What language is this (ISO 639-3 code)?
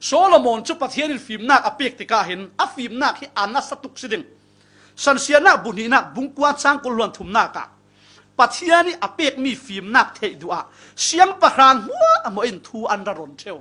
cfm